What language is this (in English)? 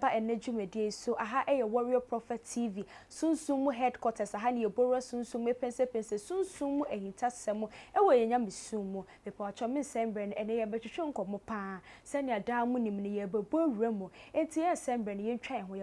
Akan